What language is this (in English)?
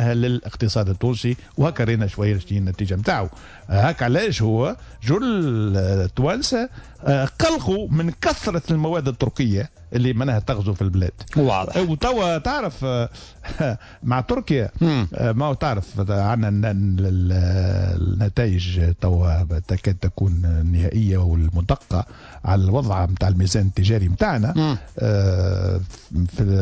Tunisian Arabic